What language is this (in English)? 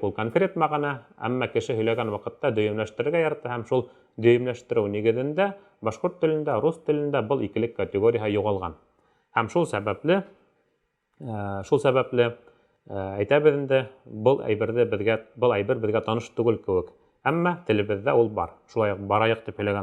Bashkir